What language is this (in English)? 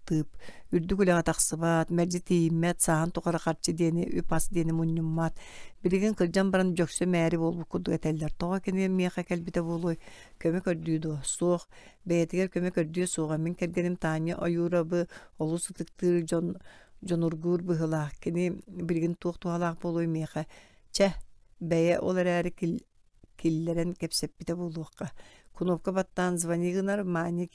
Yakut